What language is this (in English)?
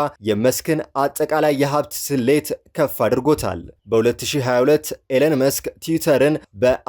Amharic